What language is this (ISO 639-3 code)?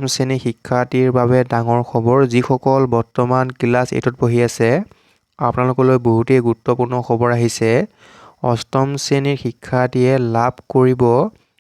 asm